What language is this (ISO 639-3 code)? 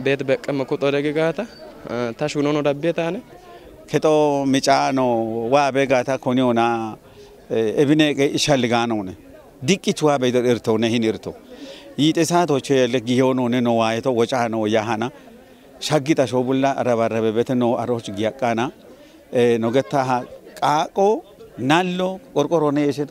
kbr